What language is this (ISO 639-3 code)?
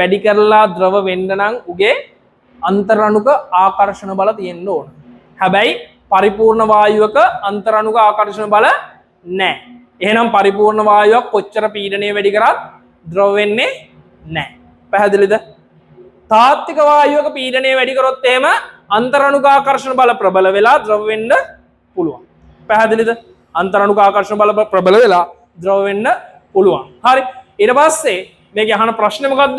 sin